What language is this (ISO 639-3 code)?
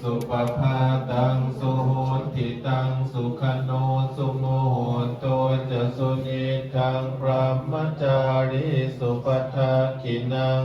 pli